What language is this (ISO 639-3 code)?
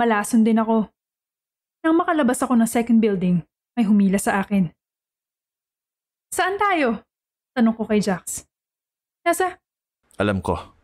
fil